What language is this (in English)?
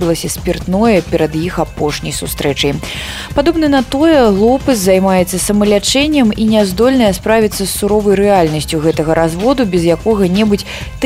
Belarusian